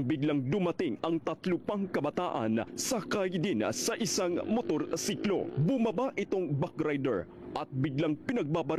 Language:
Filipino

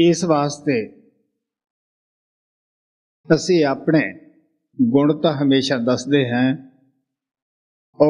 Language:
Punjabi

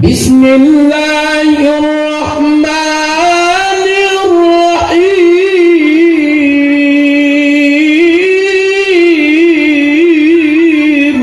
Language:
Betawi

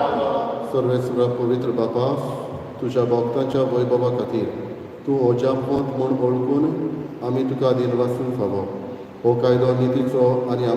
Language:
Konkani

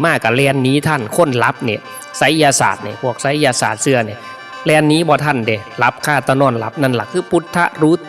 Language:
Northeastern Thai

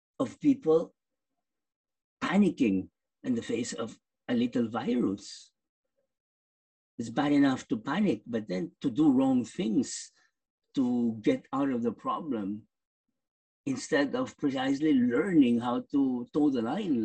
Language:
English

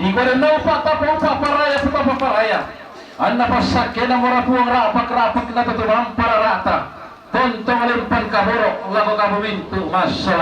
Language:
Toraja-Sa'dan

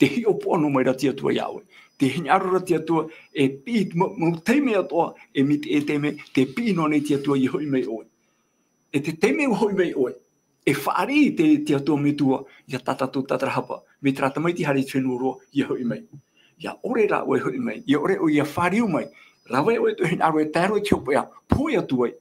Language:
Tahitian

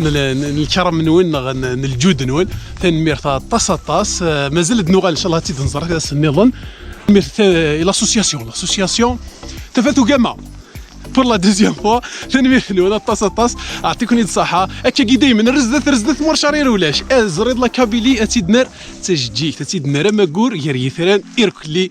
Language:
Kabyle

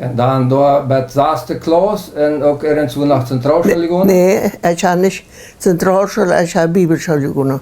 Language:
Plautdietsch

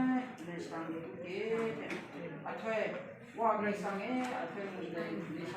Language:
Kachin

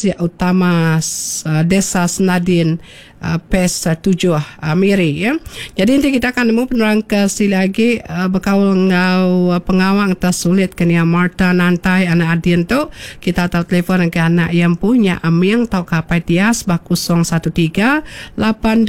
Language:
Iban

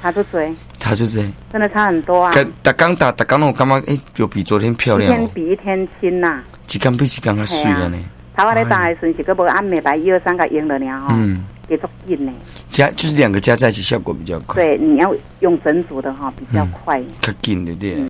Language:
Min Nan Chinese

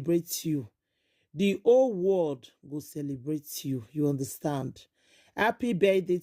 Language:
Nigerian Pidgin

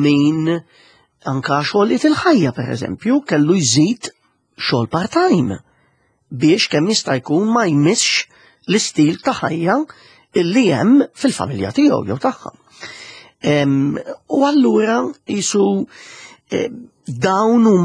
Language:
Maltese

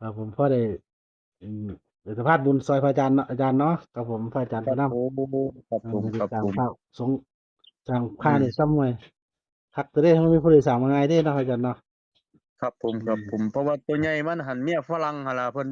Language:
Northeastern Thai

